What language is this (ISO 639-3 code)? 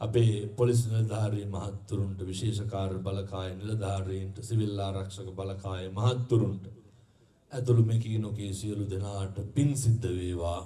sin